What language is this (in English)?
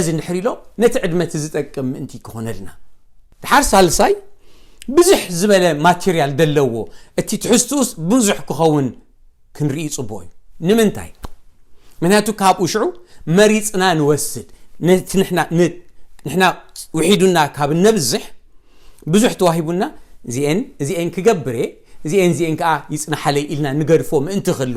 Tigrinya